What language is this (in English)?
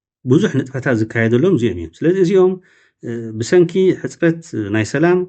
Tigrinya